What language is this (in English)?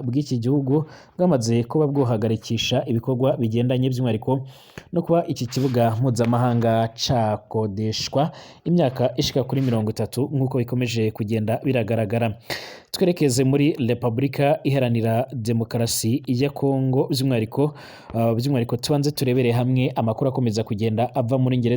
Rundi